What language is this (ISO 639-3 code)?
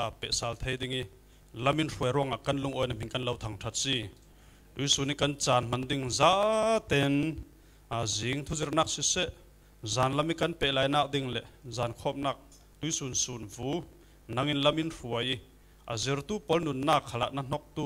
cfm